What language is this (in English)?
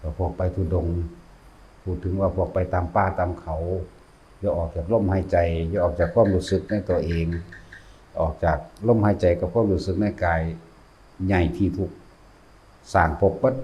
Northeastern Thai